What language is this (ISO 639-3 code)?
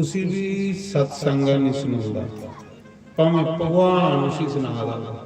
doi